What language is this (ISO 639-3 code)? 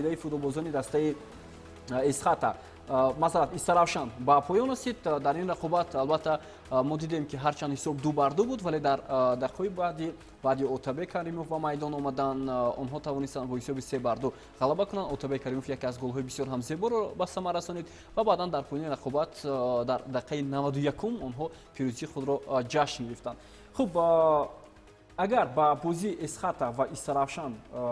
tgk